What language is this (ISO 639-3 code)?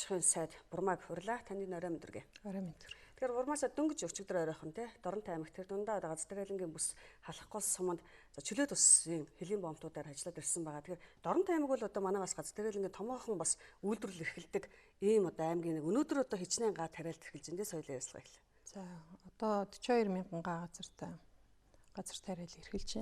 mon